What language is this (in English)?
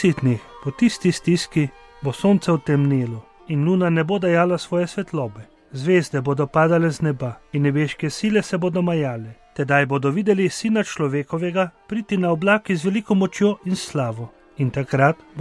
Slovenian